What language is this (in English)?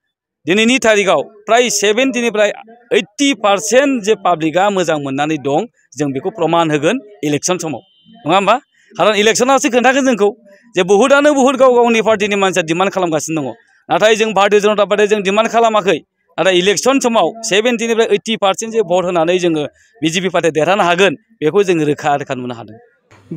Bodo